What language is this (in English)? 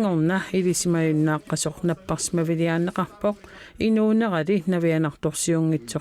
Kalaallisut